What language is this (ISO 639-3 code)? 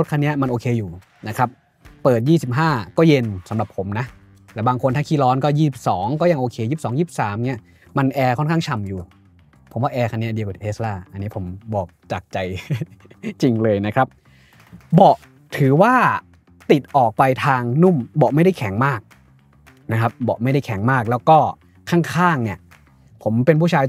tha